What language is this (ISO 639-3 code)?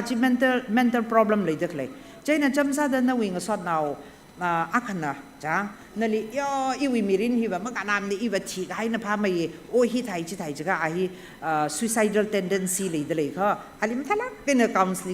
nmf